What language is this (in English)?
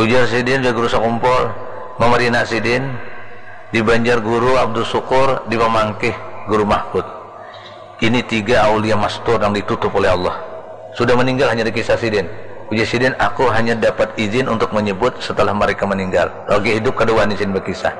Banjar